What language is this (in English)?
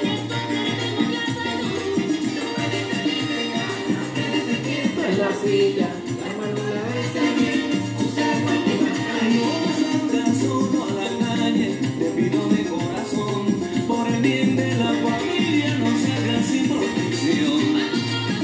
Spanish